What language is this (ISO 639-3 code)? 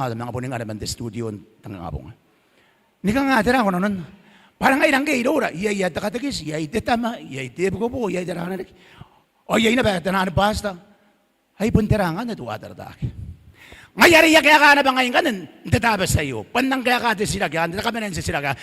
gil